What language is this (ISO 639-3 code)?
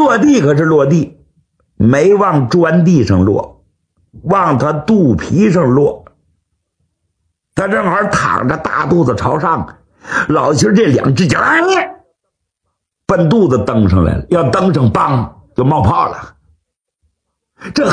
zho